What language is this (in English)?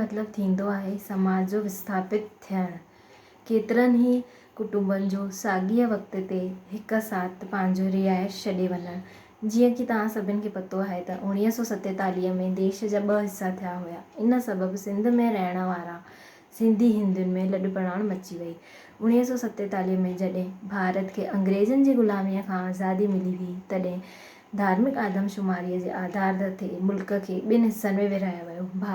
Sindhi